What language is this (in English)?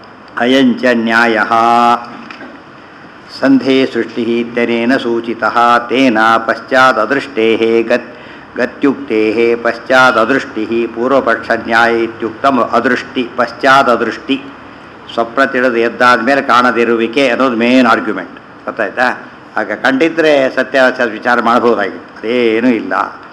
Kannada